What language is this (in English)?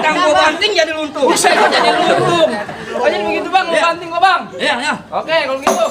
Betawi